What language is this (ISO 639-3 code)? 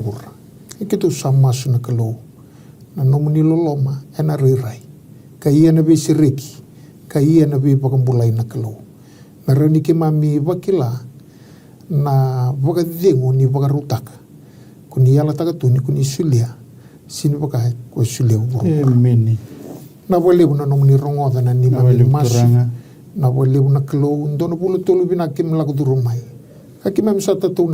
fij